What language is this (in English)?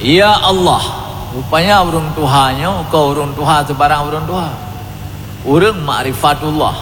Achinese